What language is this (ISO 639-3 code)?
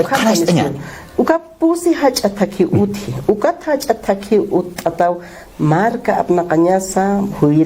aym